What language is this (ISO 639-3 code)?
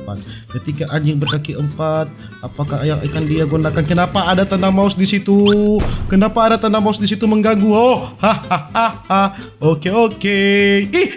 xmm